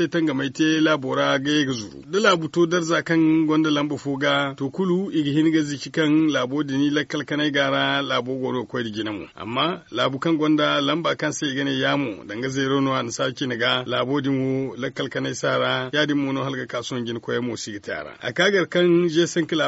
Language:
Zarma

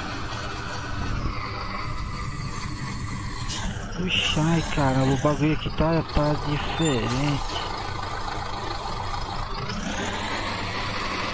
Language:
Portuguese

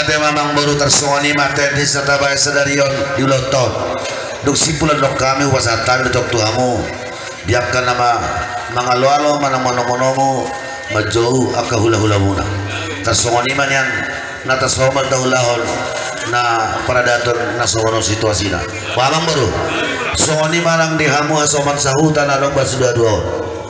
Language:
Batak Simalungun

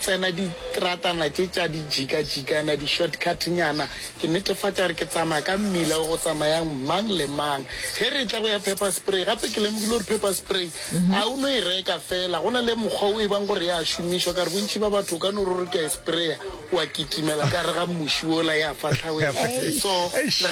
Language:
Northern Sotho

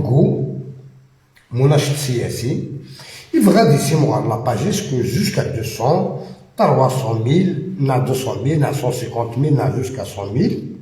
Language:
Algerian Arabic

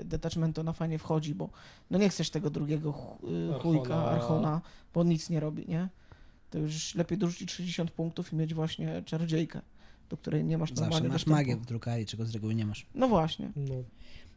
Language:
Polish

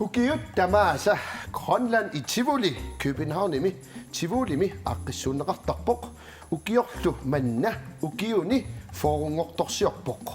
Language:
Kalaallisut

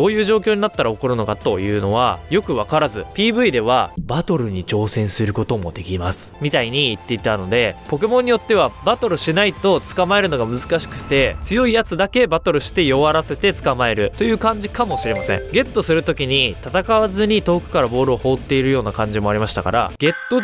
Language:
Japanese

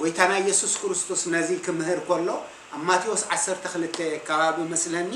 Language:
Tigrinya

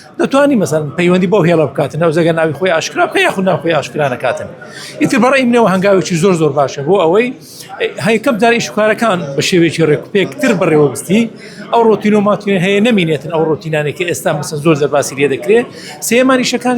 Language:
Central Kurdish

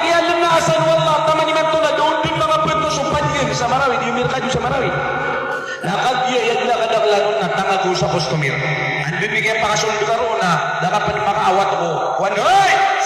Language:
Maranao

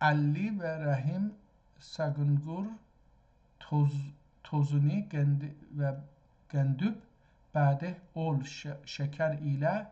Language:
South Azerbaijani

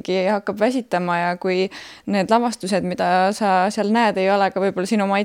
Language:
Estonian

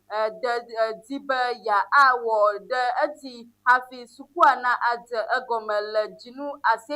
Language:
Ewe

